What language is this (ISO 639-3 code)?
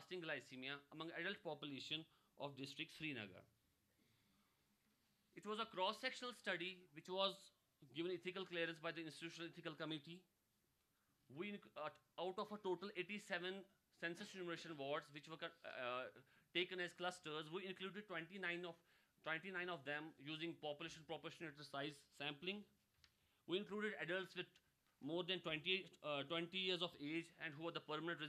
eng